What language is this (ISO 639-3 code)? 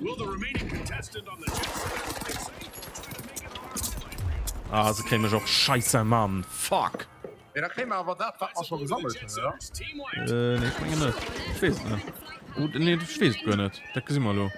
ltz